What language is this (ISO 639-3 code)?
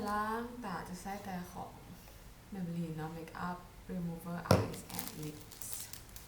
lao